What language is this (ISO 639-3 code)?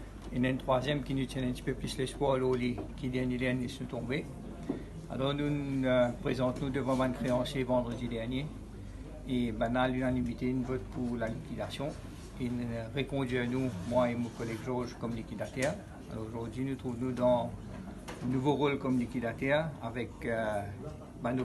mfe